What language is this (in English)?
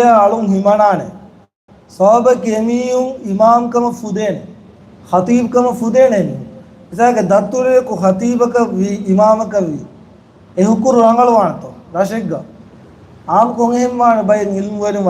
Divehi